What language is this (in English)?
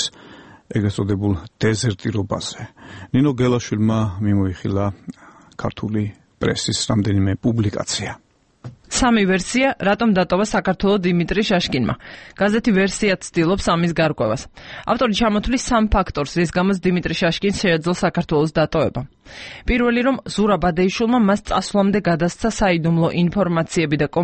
Georgian